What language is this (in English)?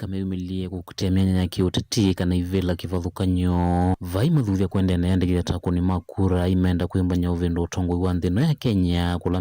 Kamba